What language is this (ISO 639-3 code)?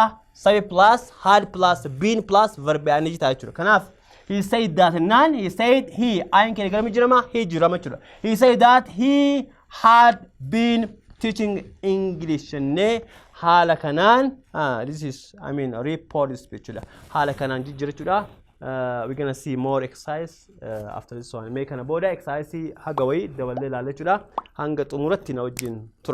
orm